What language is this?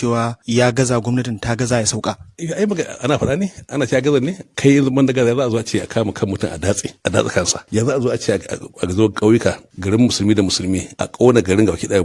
Hausa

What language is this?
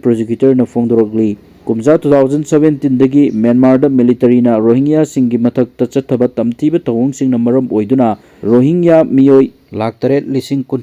Manipuri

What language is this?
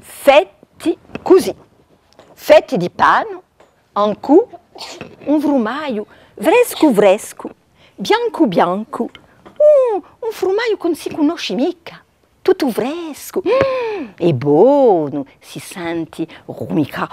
Corsican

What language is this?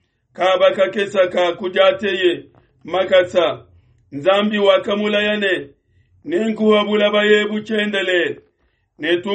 Luba-Lulua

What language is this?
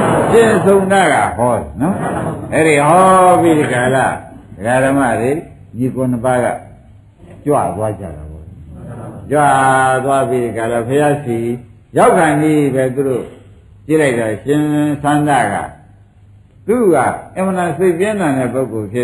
Burmese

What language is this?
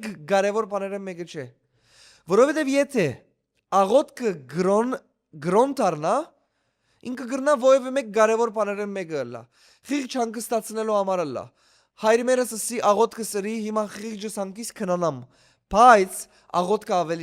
Western Armenian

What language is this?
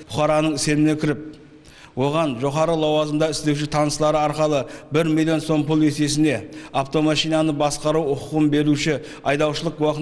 Kara-Kalpak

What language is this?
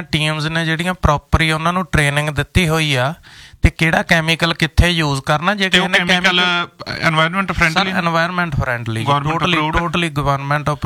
Punjabi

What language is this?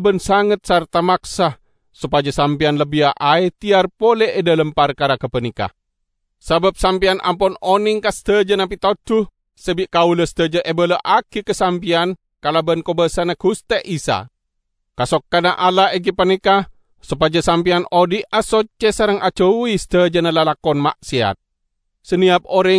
Madurese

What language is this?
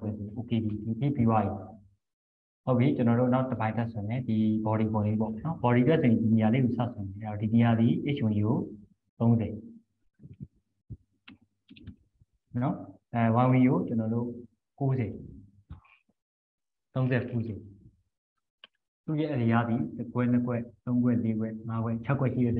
Burmese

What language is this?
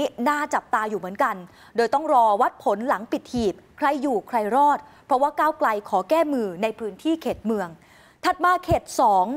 Thai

